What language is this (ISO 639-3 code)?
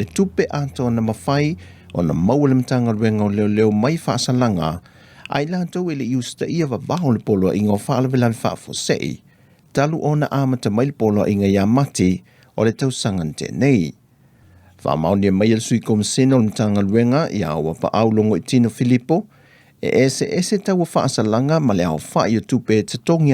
smo